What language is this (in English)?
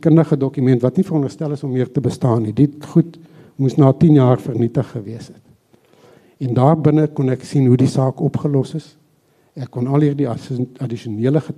Afrikaans